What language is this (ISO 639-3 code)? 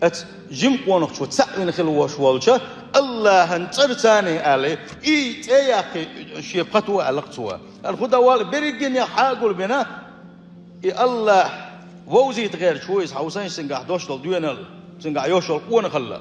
che